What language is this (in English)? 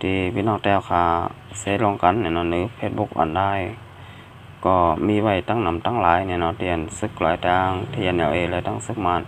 Shan